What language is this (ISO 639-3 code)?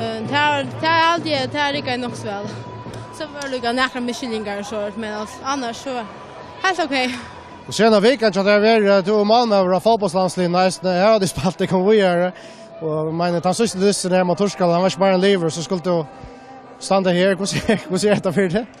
fao